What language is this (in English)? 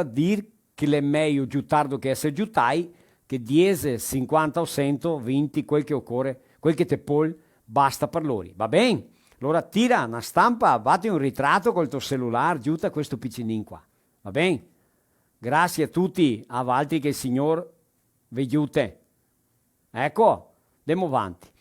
Venetian